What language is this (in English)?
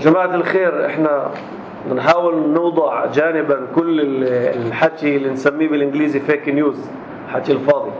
North Levantine Arabic